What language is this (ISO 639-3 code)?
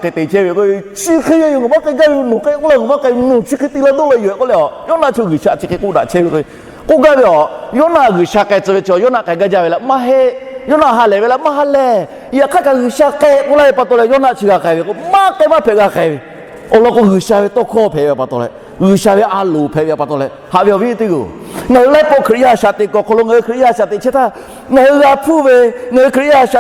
lhu